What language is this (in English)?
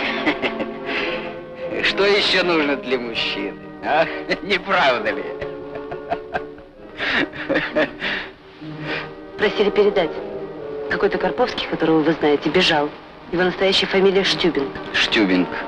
Russian